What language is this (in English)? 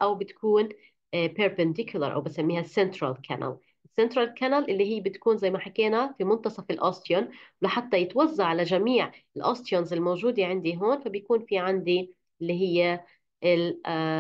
South Levantine Arabic